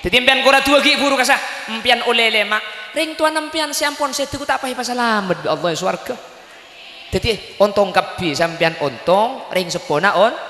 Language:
Madurese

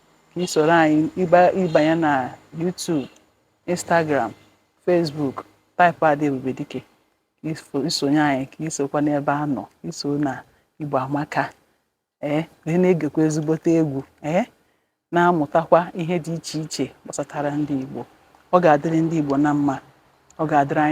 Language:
Igbo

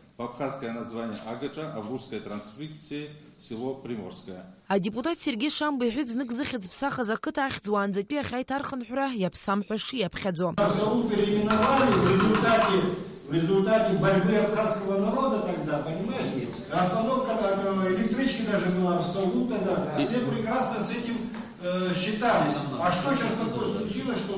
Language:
Abkhazian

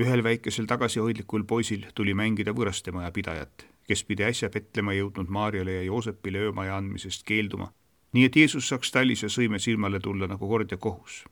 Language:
Estonian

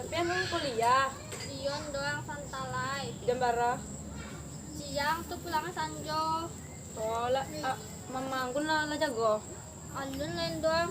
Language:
Minangkabau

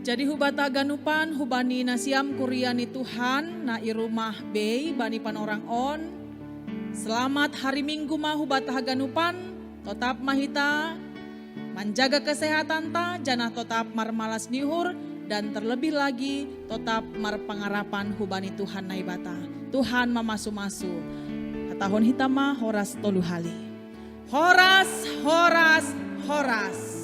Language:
Batak Simalungun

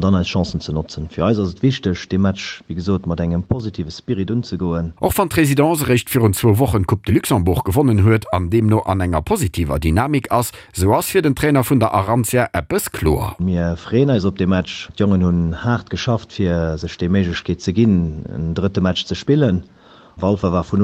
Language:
Luxembourgish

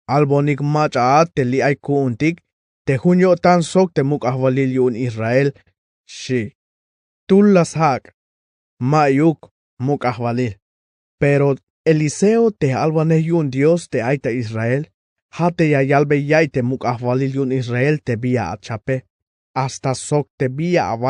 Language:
Tzeltal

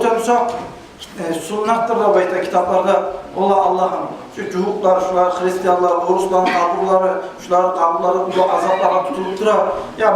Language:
Kumyk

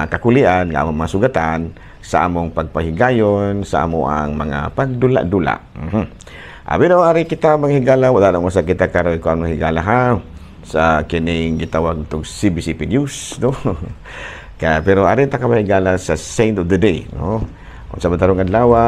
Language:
Cebuano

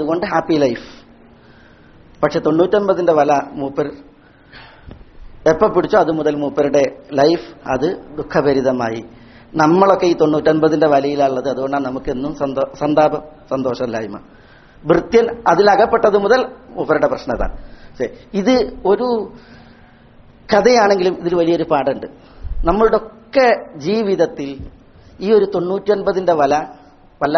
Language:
Malayalam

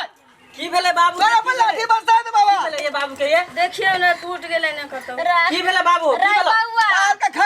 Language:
Maithili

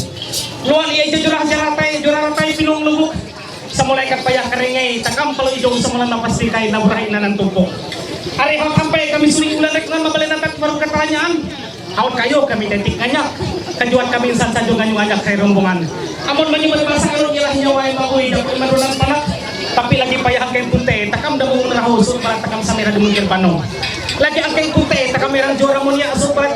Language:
Ma'anyan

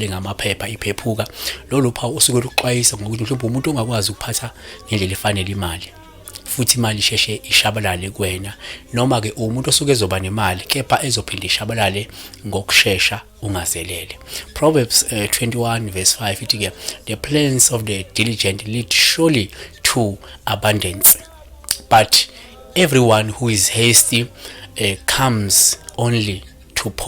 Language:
Zulu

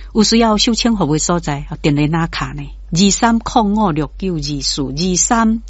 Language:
Min Nan Chinese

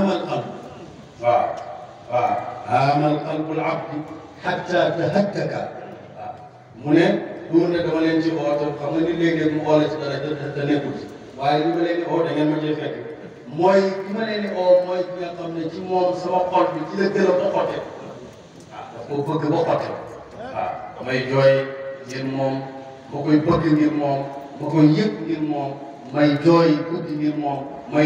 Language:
Wolof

